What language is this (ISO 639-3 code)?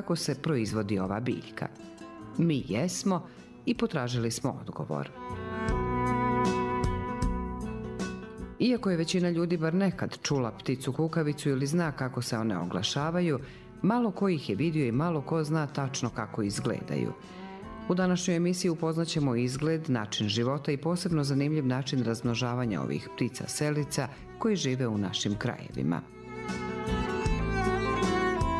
bos